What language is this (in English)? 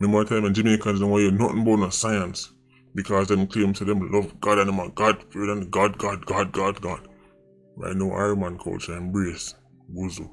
Jamaican Creole English